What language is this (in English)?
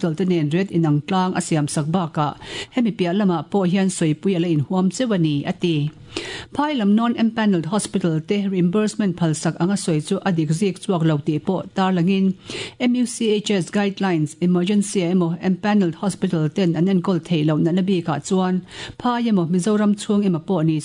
Mizo